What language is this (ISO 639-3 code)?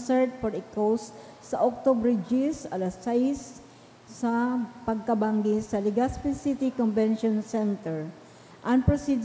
bik